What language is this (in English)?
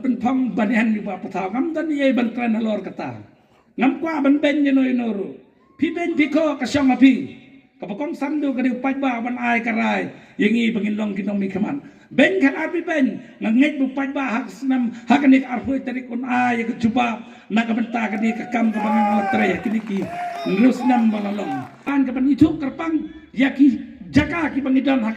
Khasi